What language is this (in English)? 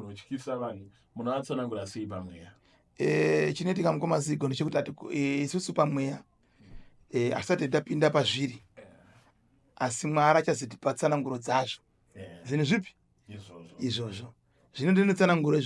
Shona